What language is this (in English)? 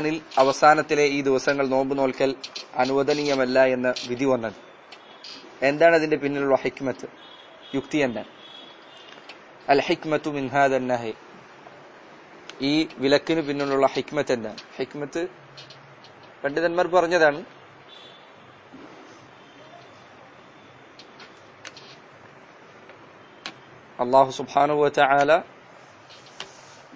Malayalam